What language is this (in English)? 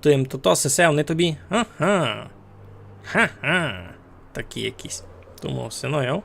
Rusyn